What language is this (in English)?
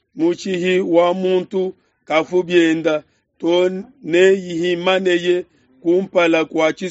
Luba-Lulua